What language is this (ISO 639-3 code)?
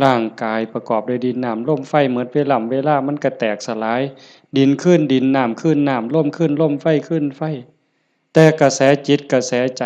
lao